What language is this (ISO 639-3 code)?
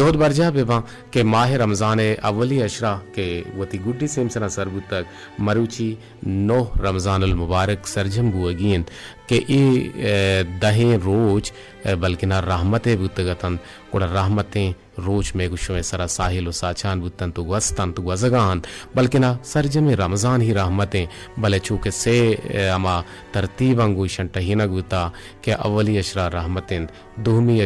bgp